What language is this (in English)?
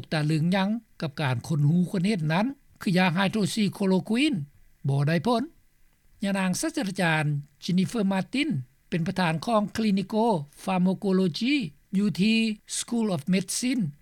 Lao